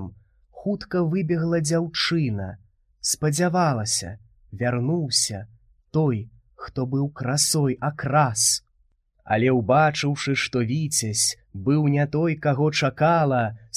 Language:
Belarusian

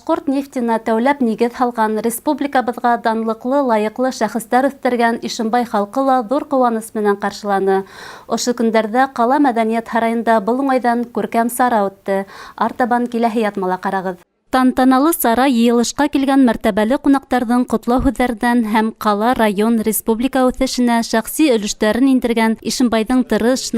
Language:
Bashkir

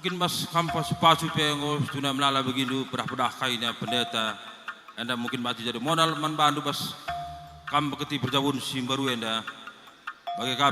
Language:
Batak Karo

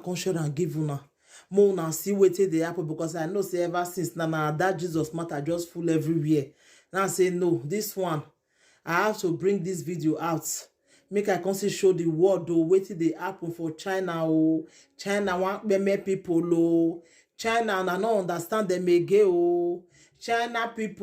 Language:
Nigerian Pidgin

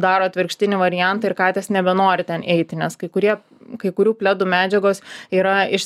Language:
Lithuanian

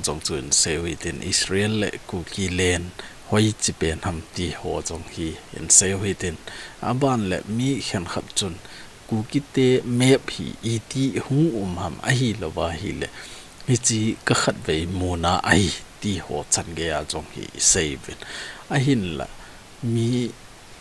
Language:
Thado Chin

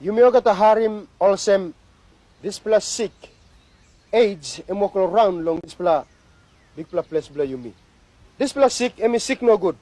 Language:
Tok Pisin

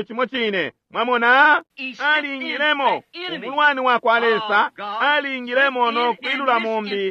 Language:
Bemba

